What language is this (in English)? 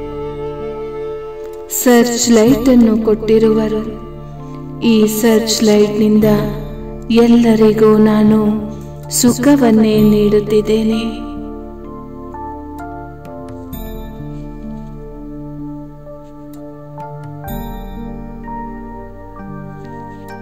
Kannada